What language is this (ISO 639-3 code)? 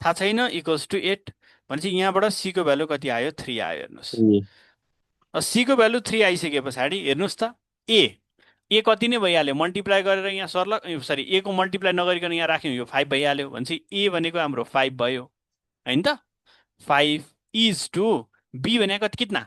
nep